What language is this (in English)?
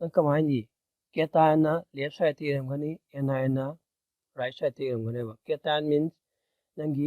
Manipuri